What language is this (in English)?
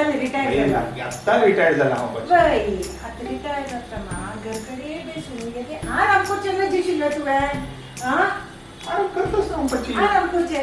Konkani